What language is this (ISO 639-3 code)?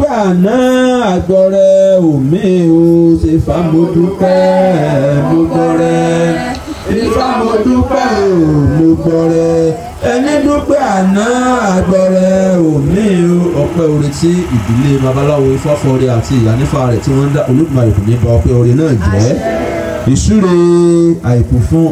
yor